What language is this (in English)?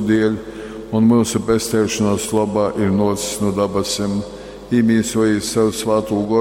Latgalian